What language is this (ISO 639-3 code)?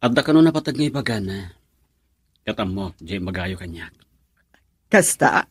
ilo